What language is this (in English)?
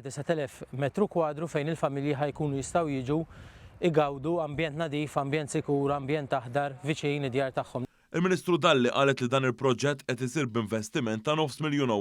Maltese